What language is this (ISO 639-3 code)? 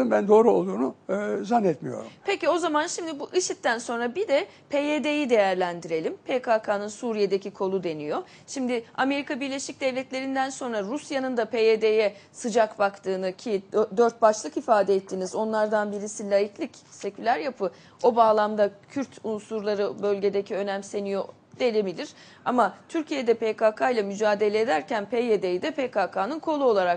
tur